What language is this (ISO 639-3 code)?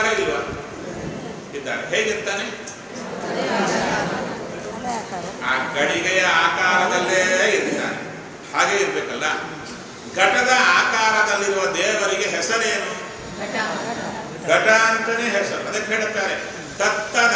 kan